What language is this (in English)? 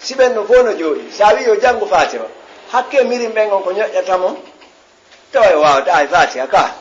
Fula